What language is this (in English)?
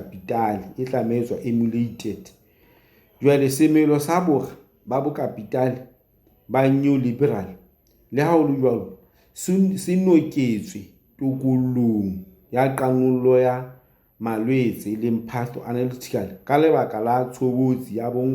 Southern Sotho